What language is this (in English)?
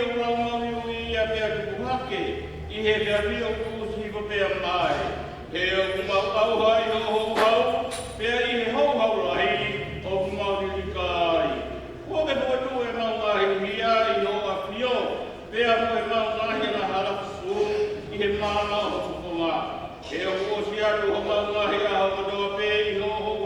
Tongan